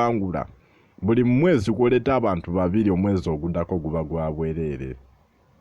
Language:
Ganda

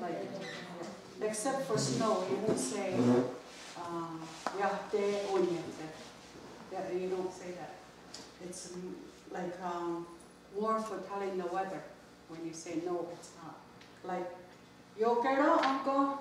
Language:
Mohawk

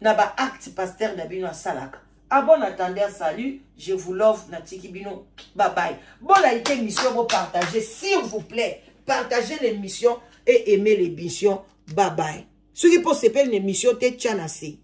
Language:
Lingala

